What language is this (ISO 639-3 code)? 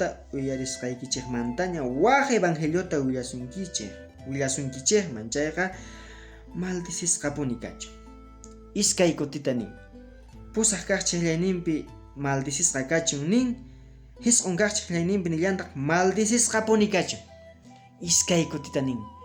que